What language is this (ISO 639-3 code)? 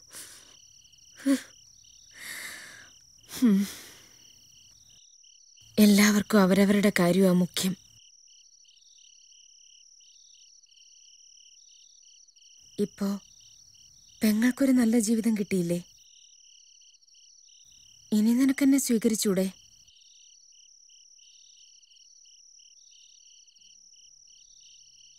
mal